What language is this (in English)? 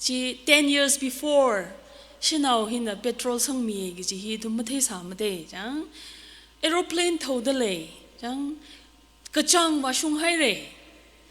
Tangkhul Naga (India)